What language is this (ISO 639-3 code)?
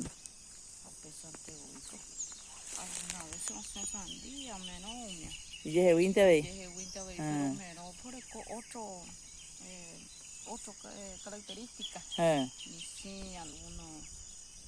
grn